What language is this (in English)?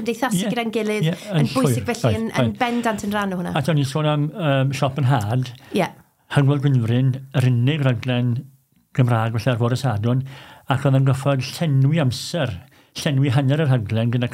Welsh